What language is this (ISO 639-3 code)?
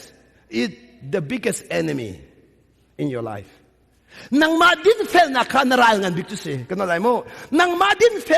cnh